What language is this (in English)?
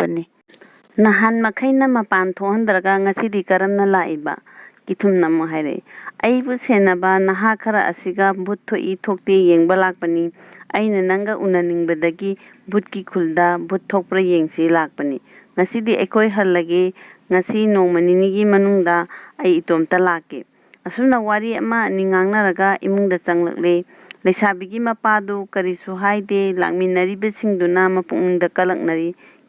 Manipuri